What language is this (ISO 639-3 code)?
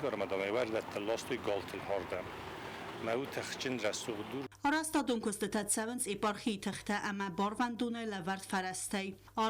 oss